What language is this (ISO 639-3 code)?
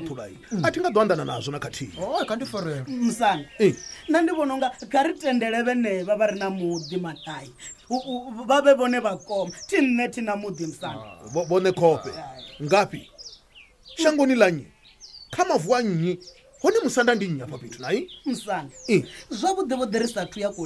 ven